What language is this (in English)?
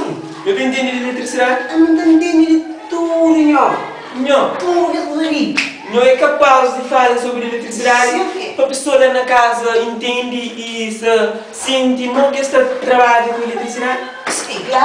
Kabuverdianu